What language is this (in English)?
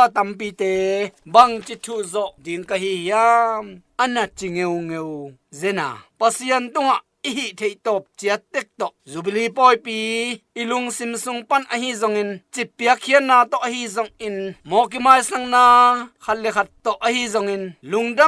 Tedim Chin